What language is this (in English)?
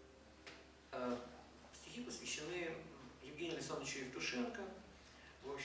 Russian